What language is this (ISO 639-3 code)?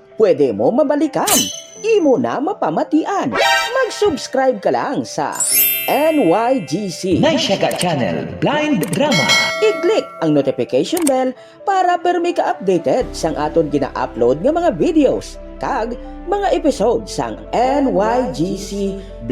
hil